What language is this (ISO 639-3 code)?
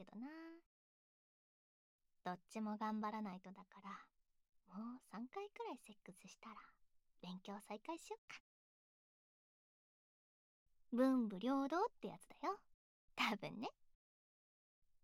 jpn